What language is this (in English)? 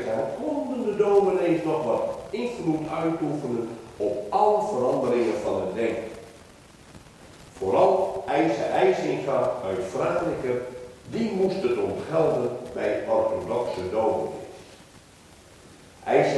Dutch